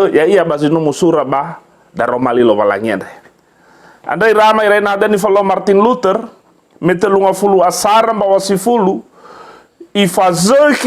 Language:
Nias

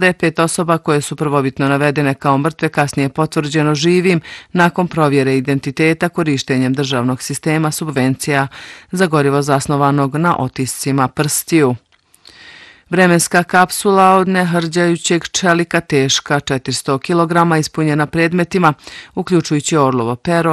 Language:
Bosnian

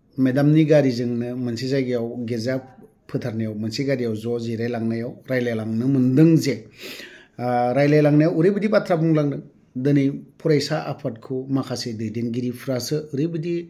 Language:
Bodo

